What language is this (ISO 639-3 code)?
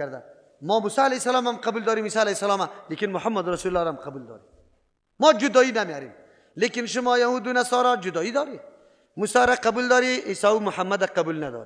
fas